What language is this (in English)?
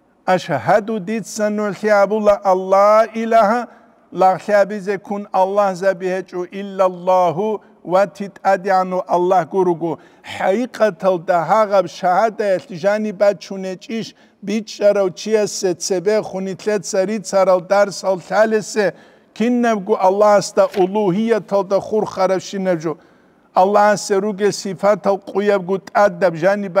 Avaric